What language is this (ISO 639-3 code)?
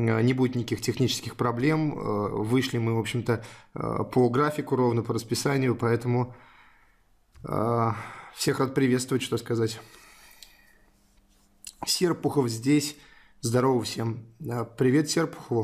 rus